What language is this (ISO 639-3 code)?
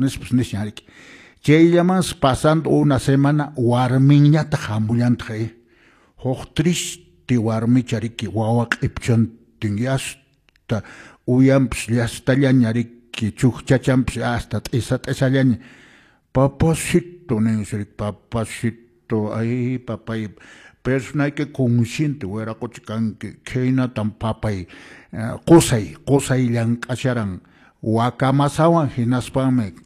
que